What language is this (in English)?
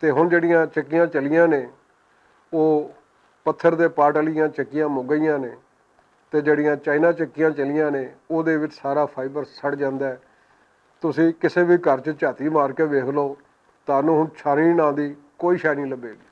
Western Panjabi